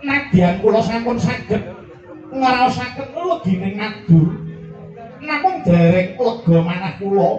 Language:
Javanese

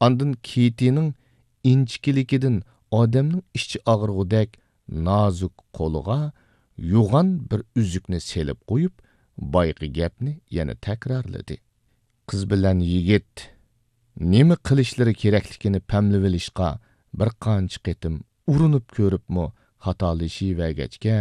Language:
Uyghur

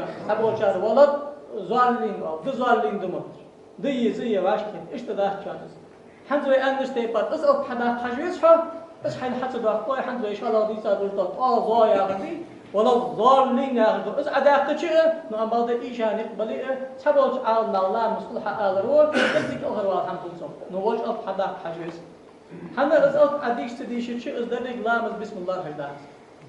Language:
Ingush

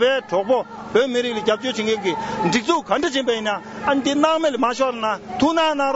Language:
Tibetan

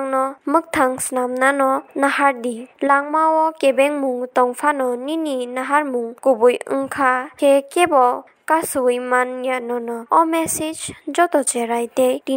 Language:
Kok Borok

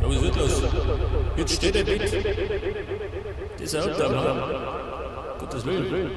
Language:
Bavarian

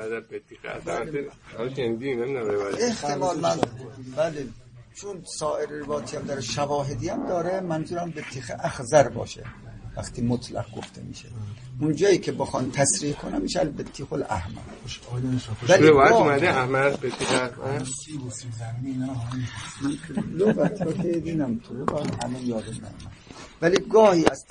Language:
Persian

